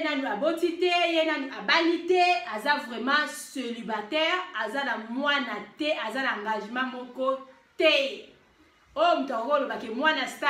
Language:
Lingala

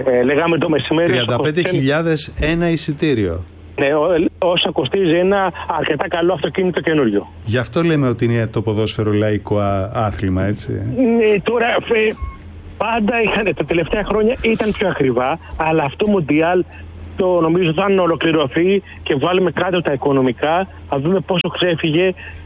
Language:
Greek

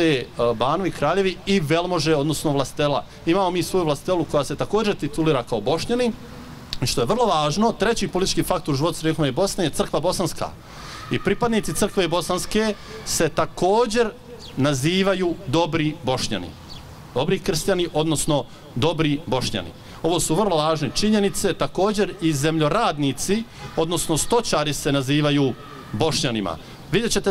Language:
Bosnian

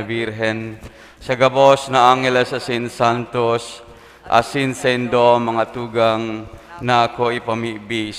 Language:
Bikol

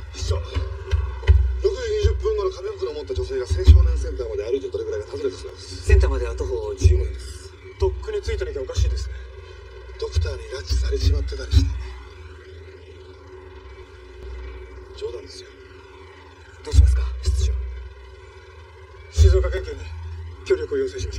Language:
Japanese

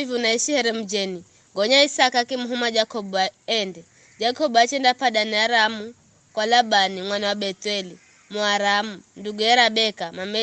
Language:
Giryama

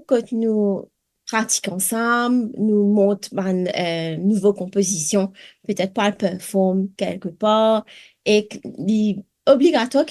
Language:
Morisyen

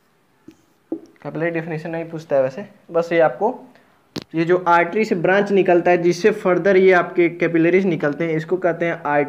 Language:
Hindi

